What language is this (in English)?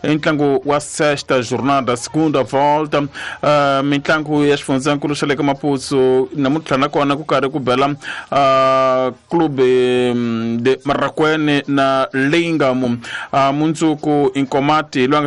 Tsonga